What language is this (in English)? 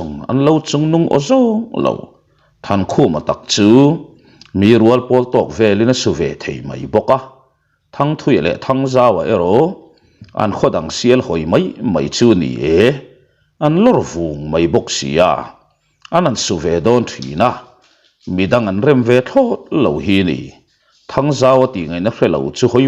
Mizo